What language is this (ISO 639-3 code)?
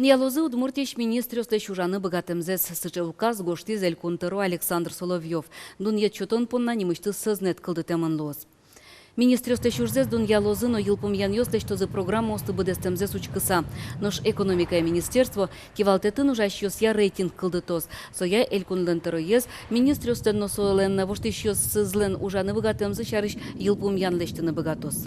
udm